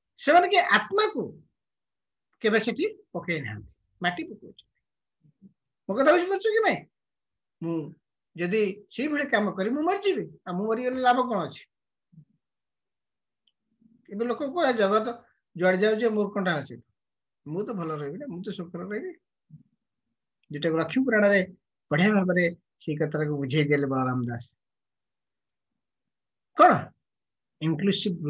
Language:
Odia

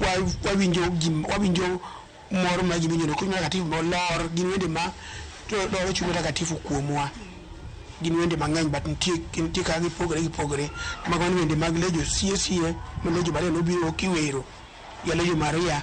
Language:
Luo (Kenya and Tanzania)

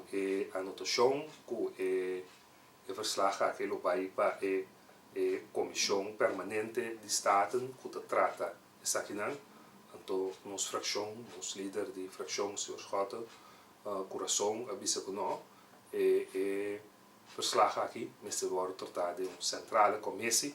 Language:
Papiamento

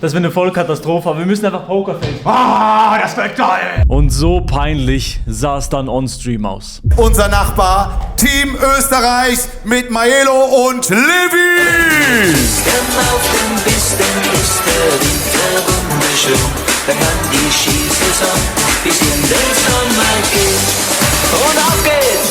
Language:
Swiss German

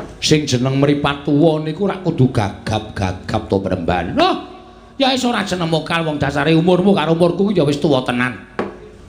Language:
Javanese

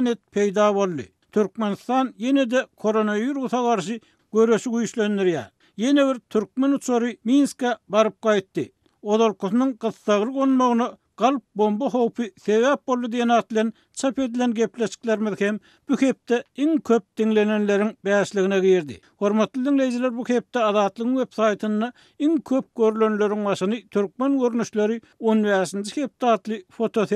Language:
Turkmen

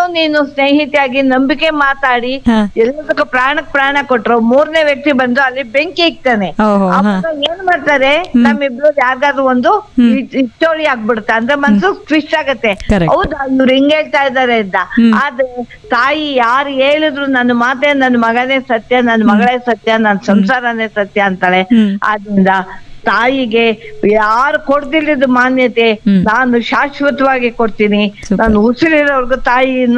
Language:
Kannada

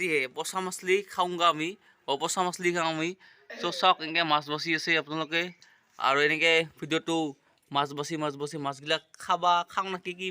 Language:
Assamese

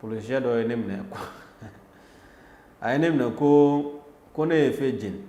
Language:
Bambara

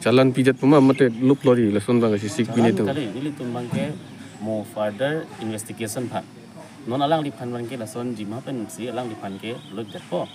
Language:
Karbi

